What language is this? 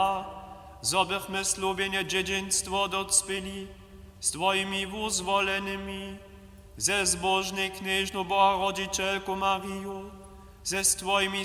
Upper Sorbian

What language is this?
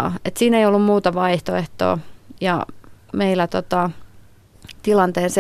Finnish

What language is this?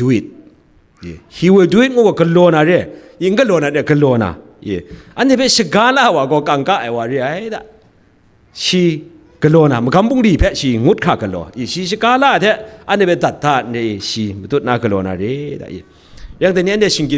Kachin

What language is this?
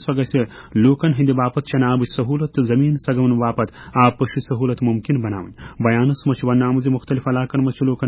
Kashmiri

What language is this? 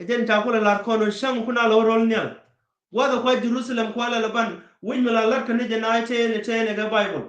Nuer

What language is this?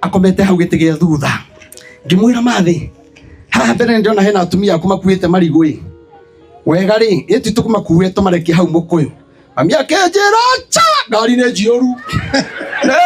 Kikuyu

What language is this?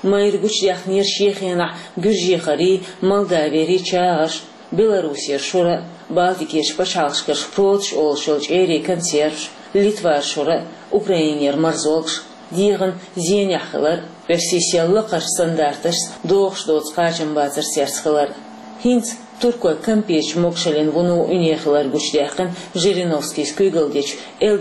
Chechen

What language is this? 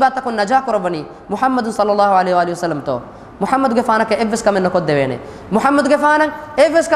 Divehi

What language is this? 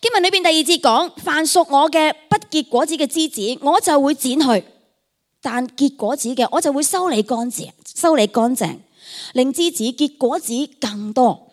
Cantonese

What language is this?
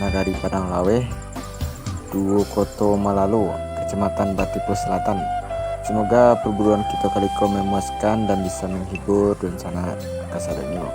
Minangkabau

